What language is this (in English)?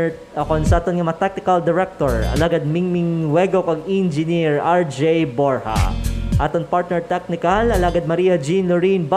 Hiligaynon